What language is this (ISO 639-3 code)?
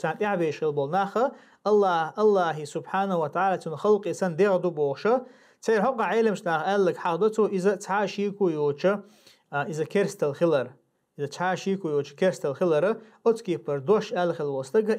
che